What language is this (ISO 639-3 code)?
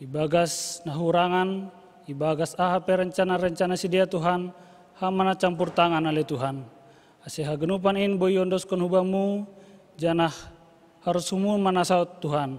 bts